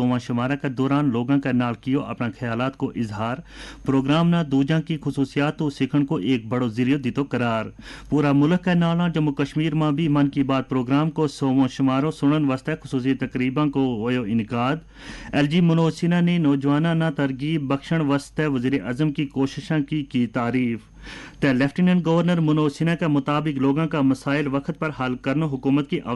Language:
Gujari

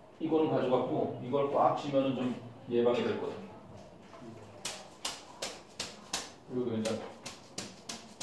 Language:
Korean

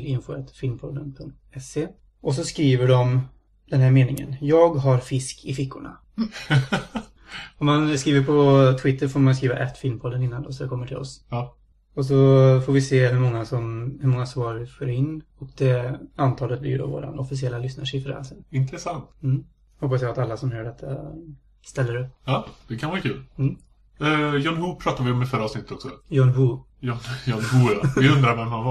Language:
Swedish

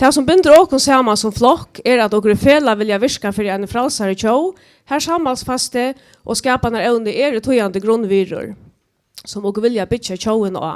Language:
Faroese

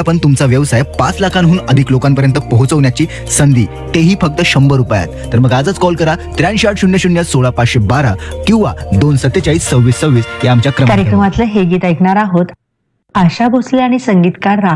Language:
Marathi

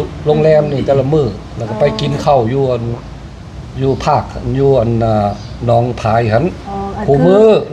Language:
Northeastern Thai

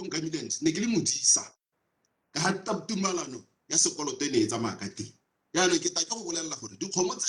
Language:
Tswana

